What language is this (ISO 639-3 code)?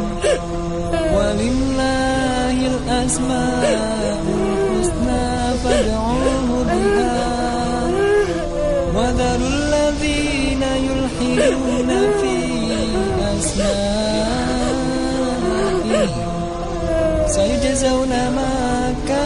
msa